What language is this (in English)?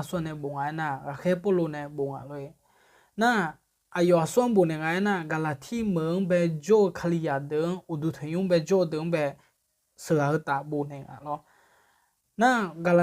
Akha